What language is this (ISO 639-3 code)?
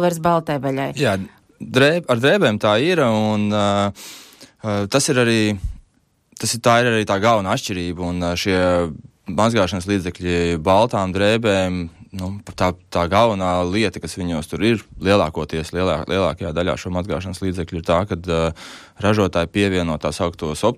lav